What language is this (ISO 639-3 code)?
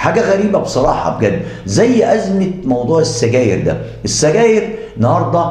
arz